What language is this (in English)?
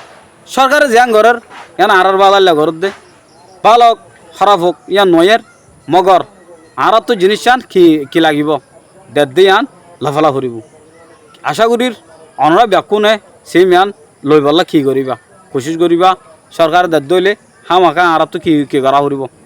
Rohingya